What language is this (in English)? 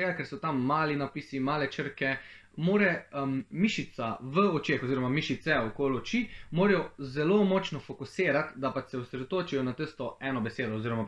Slovenian